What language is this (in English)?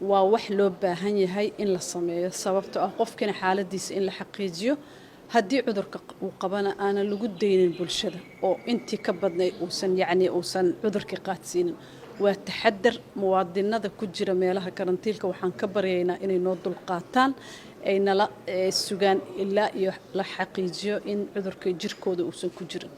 Somali